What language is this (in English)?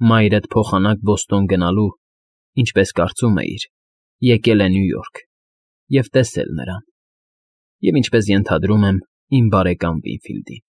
Armenian